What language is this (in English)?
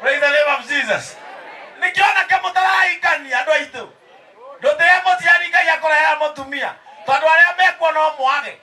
Kikuyu